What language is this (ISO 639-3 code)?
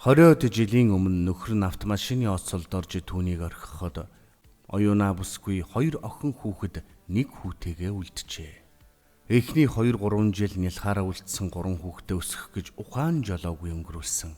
mon